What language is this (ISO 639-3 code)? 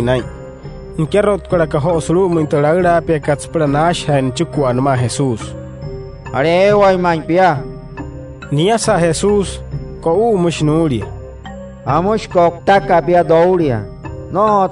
guc